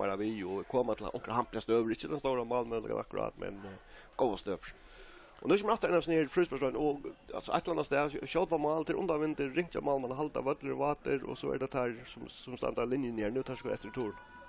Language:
Faroese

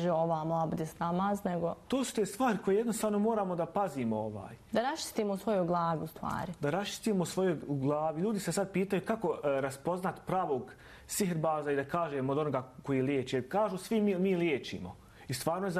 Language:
Bosnian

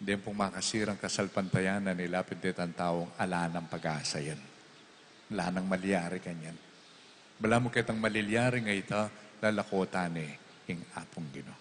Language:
Pampanga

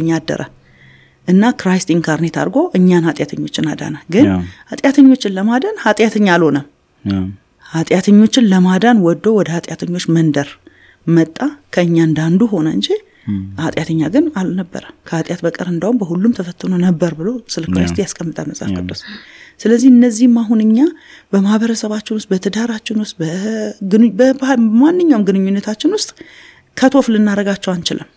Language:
Amharic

